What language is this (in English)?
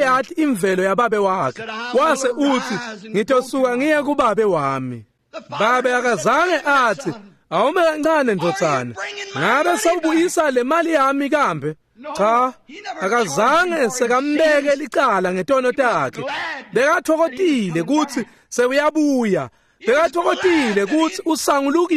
Swati